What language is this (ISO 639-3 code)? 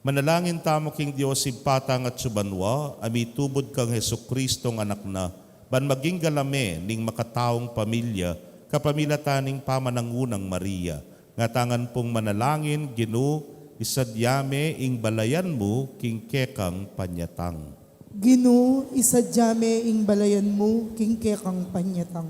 pam